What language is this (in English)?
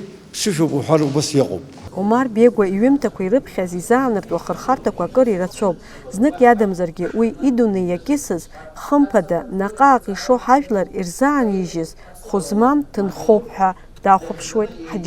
Abkhazian